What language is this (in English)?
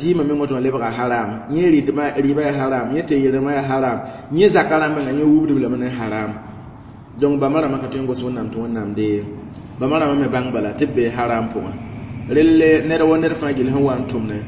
Mossi